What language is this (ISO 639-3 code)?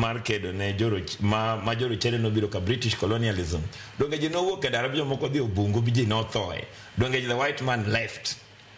luo